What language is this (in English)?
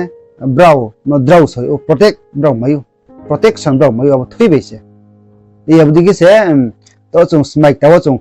Riang (India)